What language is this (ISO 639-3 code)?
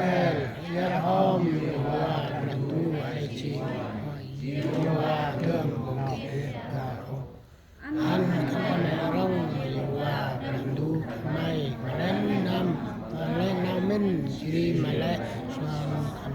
cmo